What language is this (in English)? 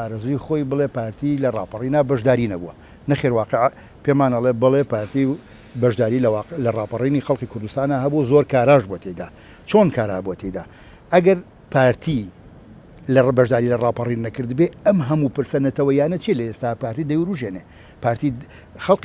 Central Kurdish